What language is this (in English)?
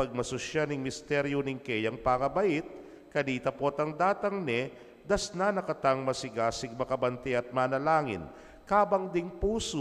Pampanga